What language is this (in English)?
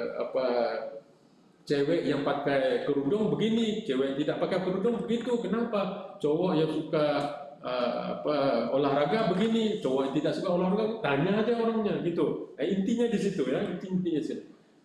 Indonesian